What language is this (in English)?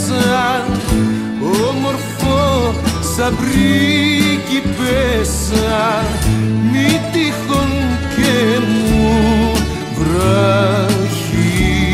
Greek